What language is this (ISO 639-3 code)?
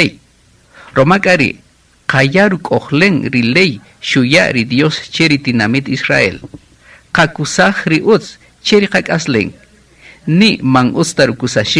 cak